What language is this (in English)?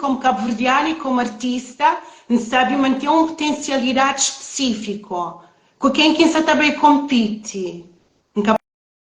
Kabuverdianu